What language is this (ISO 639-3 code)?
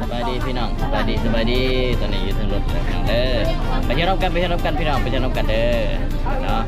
lao